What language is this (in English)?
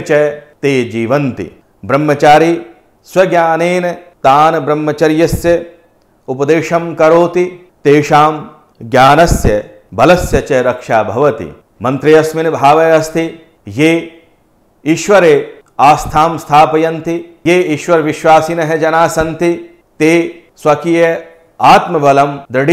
Sanskrit